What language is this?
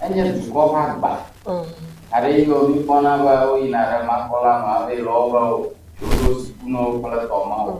Ewe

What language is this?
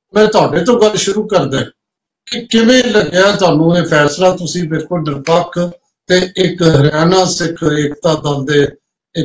Punjabi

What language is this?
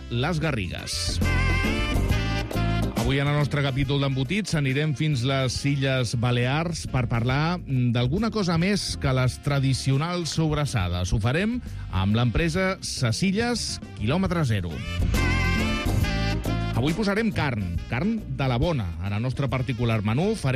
Catalan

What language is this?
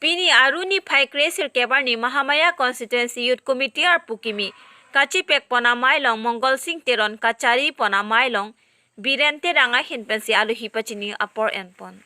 Karbi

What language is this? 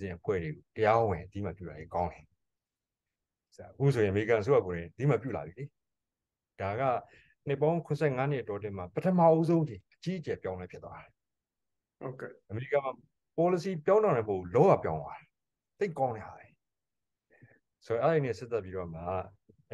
Burmese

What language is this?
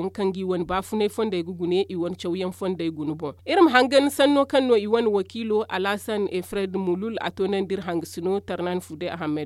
Zarma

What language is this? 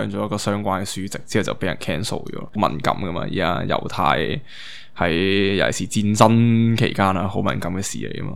Cantonese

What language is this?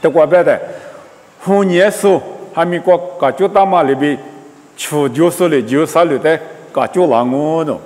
Lisu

